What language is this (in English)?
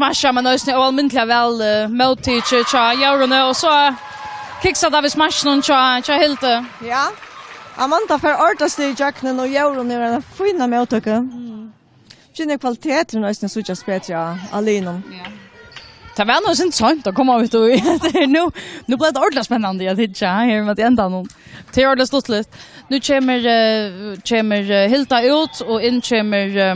Faroese